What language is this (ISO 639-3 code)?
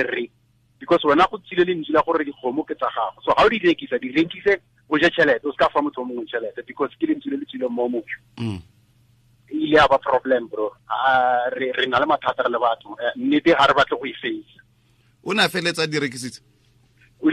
tsn